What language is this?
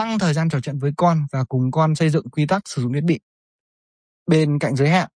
Vietnamese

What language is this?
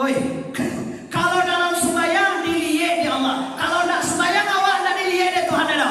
Minangkabau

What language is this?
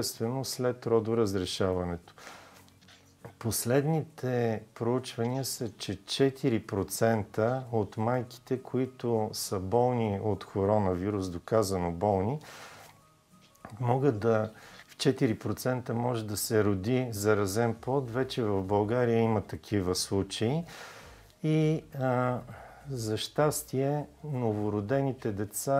Bulgarian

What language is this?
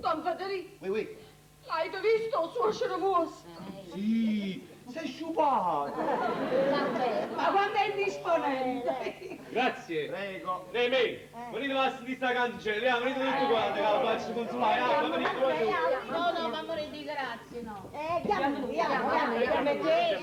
Neapolitan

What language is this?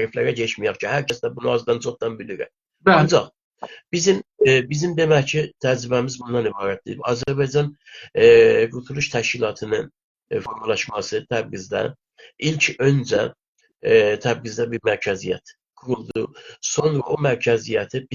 South Azerbaijani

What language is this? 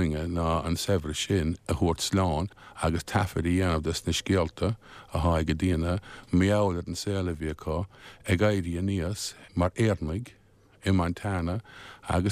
Irish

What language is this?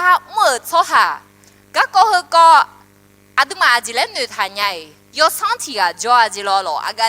Akha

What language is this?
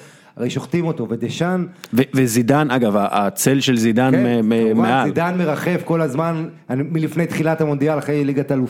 Hebrew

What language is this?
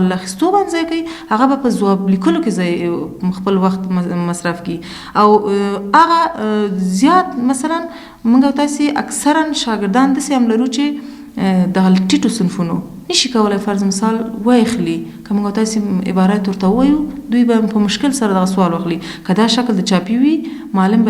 Pashto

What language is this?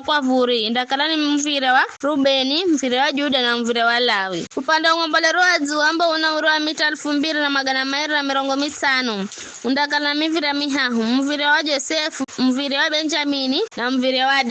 Giryama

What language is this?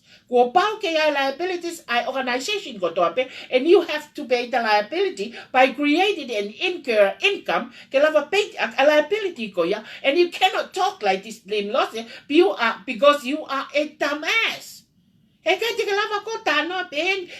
Tongan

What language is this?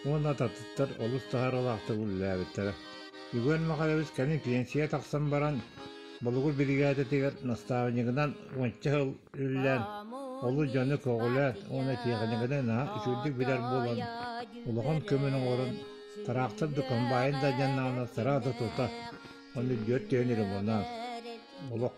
Yakut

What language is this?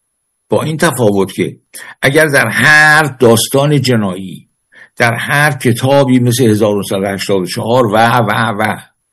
Persian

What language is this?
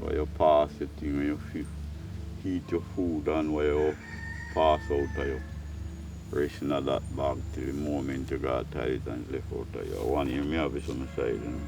Jamaican Creole English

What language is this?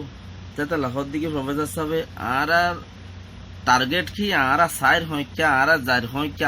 Rohingya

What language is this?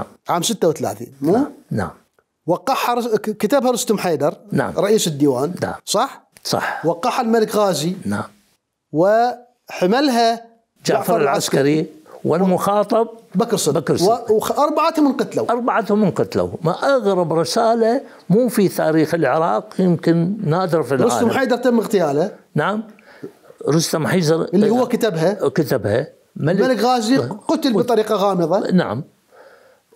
Mesopotamian Arabic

